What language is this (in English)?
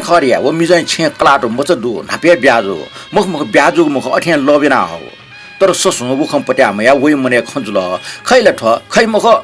Newari